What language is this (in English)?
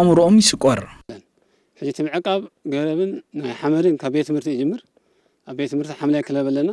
Tigrinya